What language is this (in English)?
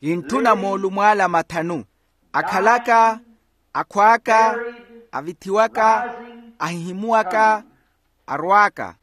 Makhuwa